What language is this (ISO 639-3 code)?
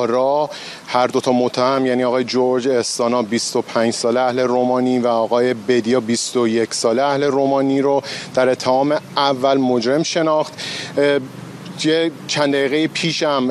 fas